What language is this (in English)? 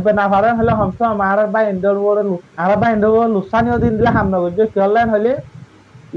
Rohingya